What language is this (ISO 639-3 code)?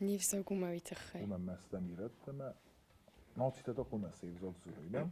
oss